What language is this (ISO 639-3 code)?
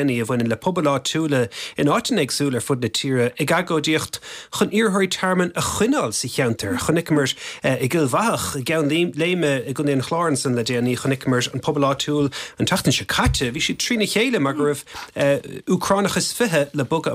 gle